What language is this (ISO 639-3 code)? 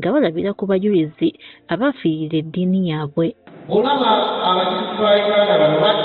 lug